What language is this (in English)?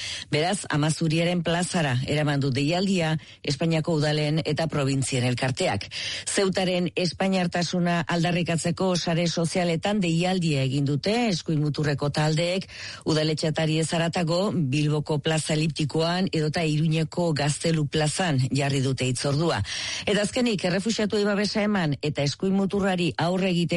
Basque